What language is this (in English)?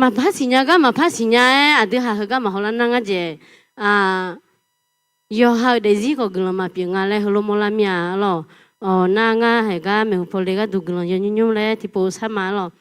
Akha